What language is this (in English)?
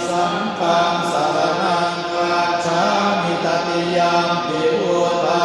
Pali